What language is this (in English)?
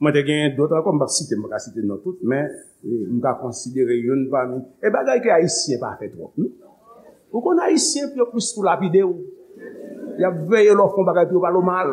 Haitian Creole